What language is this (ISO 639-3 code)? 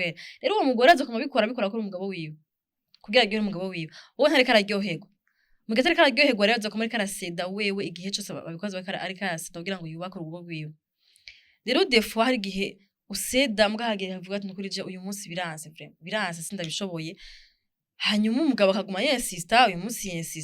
run